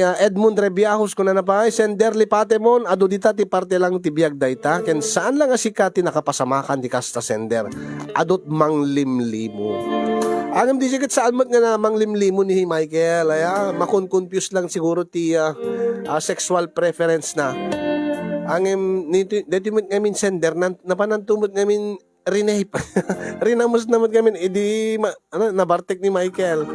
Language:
Iloko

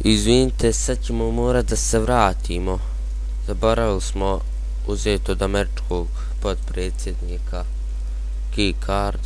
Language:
Bosnian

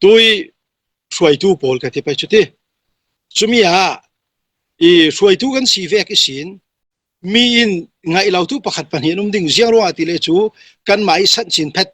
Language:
Falam Chin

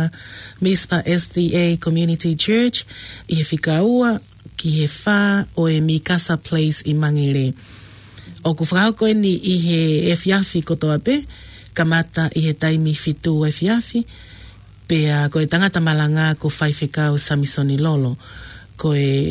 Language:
Tongan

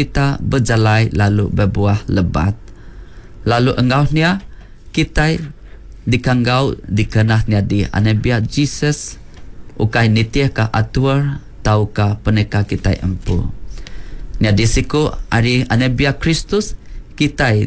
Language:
Iban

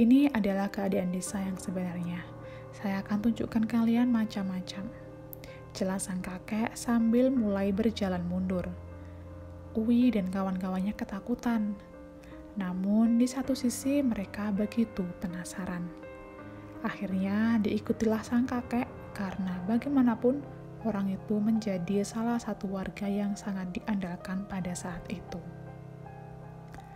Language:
Indonesian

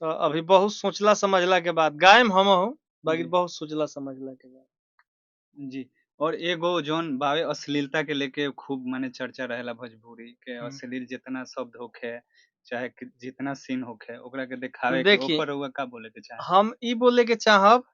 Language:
Bhojpuri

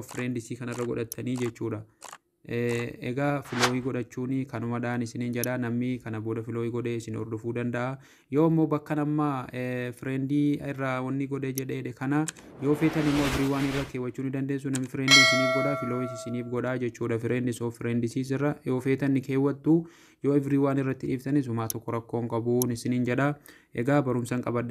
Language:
Oromo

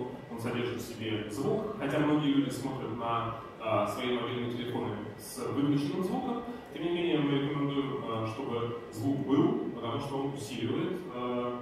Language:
Russian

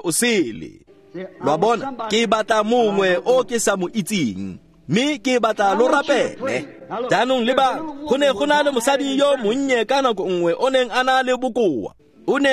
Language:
Tswana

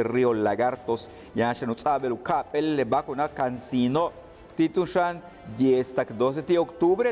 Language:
Yucateco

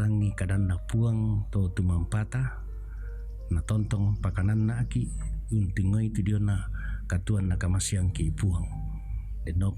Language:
Toraja-Sa'dan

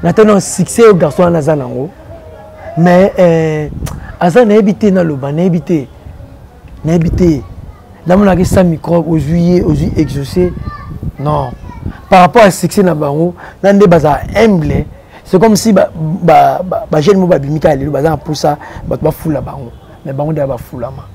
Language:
Lingala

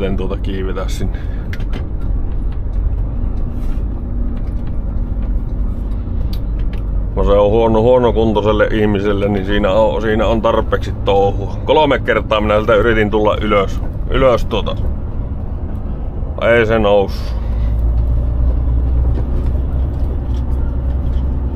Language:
Finnish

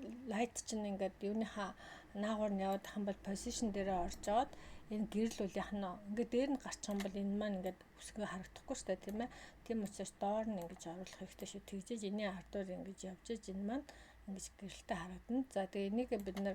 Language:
Mongolian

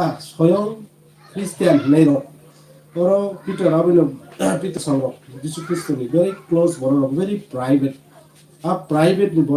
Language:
Kok Borok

